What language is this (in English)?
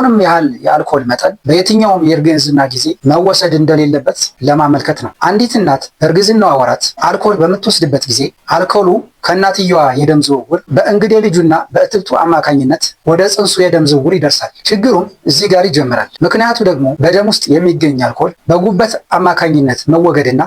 Amharic